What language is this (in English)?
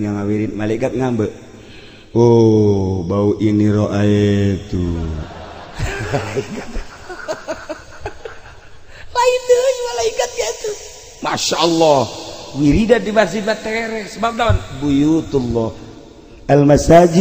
Sundanese